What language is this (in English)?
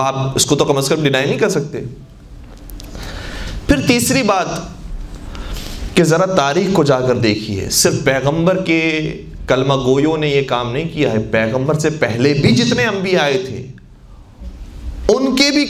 Urdu